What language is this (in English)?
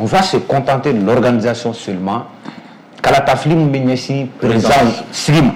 Bambara